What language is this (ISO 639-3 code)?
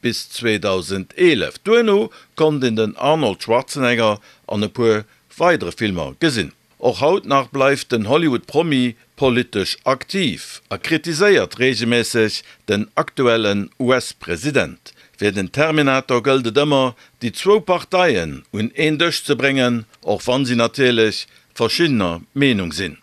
ltz